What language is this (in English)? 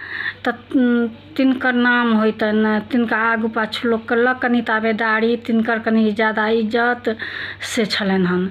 Maithili